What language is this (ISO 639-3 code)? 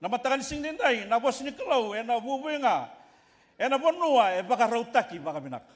fij